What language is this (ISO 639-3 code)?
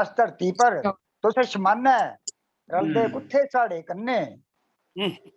doi